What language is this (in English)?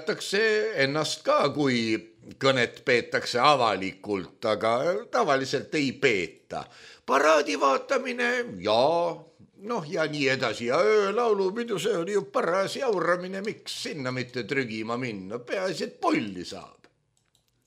Estonian